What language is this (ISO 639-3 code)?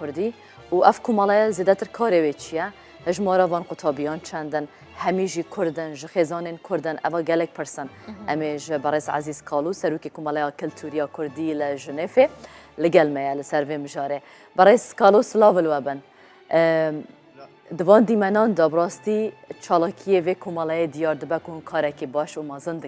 kur